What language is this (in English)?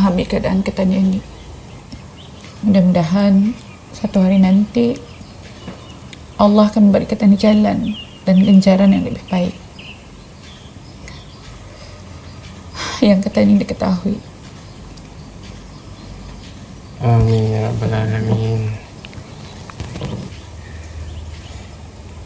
Malay